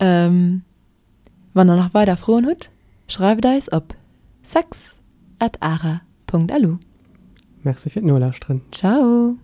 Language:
Luxembourgish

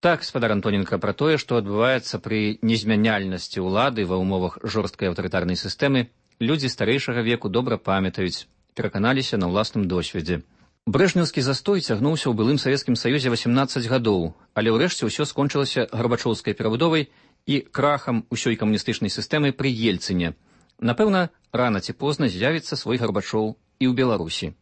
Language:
Belarusian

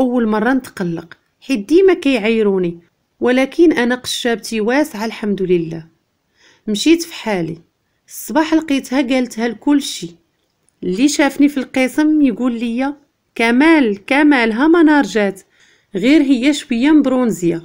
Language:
Moroccan Arabic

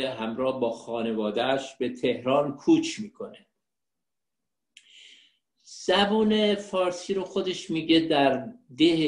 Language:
Persian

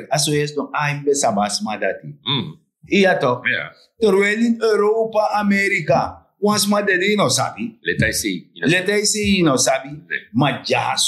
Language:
Sranan Tongo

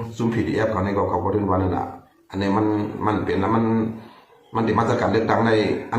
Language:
Shan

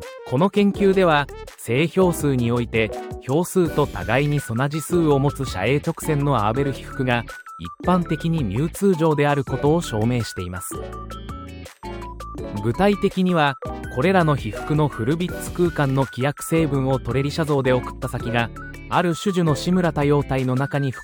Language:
Japanese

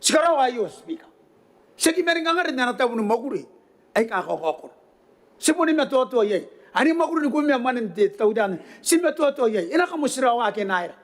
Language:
Gilbertese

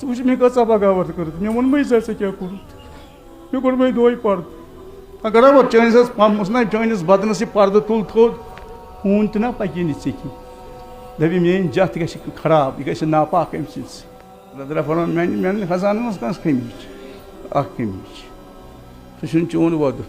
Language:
Kashmiri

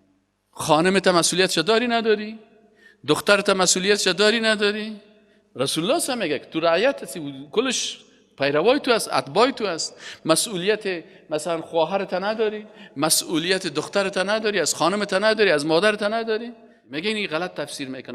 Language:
Persian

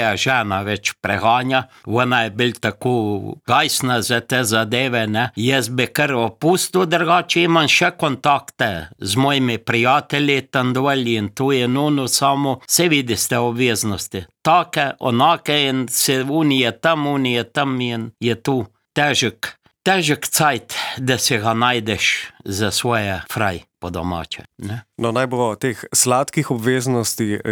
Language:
Slovenian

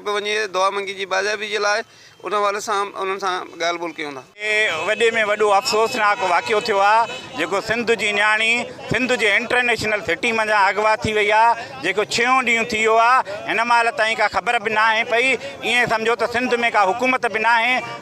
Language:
Sindhi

